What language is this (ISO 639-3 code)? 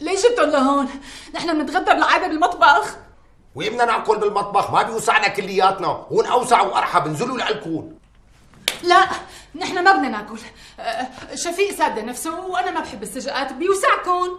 apc